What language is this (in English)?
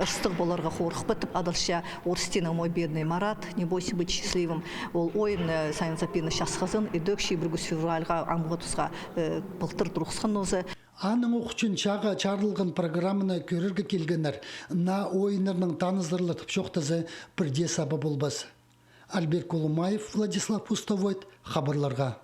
Khakas